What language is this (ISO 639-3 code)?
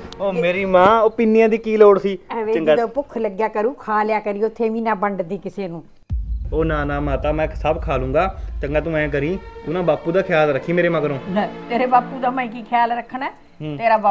pan